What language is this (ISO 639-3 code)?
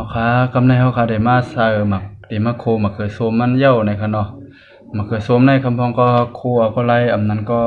shn